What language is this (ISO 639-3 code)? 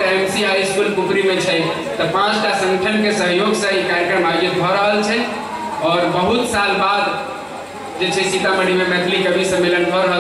mai